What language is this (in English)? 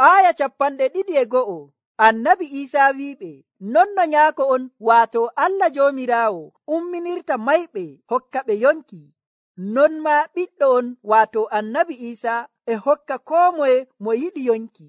Nigerian Fulfulde